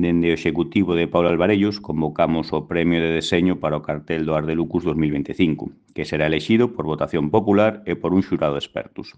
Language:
Galician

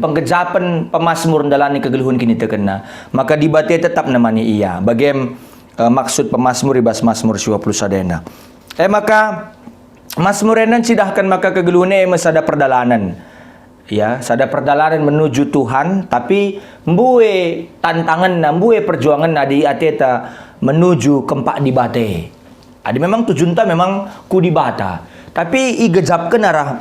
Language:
Batak Karo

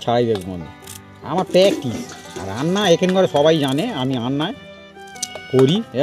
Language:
Bangla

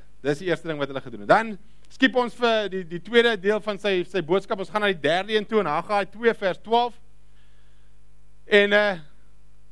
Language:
Afrikaans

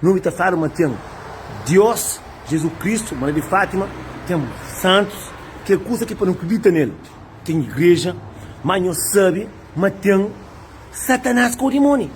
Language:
Kabuverdianu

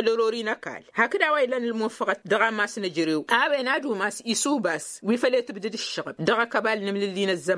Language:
Tamasheq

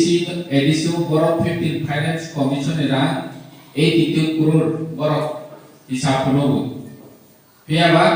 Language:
Kok Borok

